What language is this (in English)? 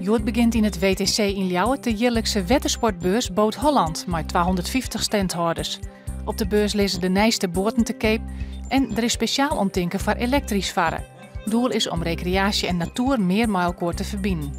Western Frisian